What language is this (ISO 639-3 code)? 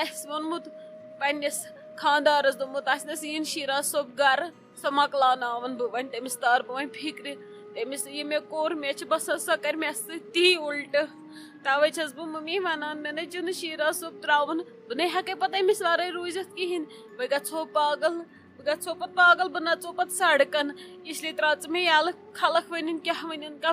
kas